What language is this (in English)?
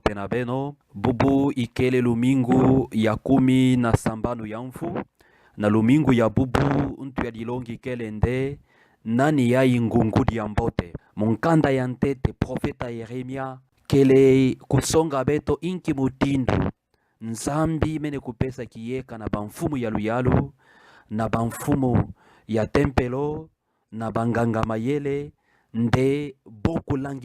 Kituba (Democratic Republic of Congo)